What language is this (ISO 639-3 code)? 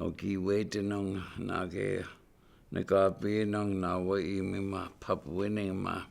ciw